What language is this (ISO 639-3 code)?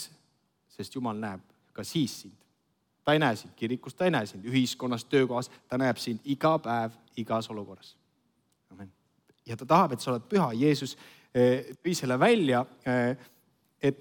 est